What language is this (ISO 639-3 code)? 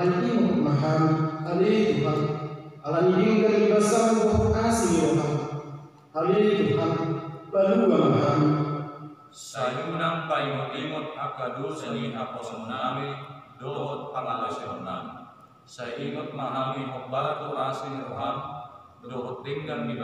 bbc